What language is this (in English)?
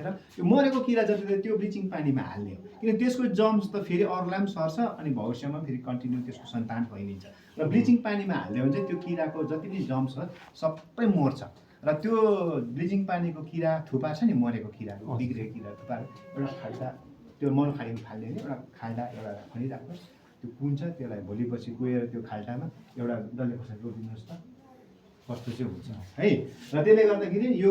Nepali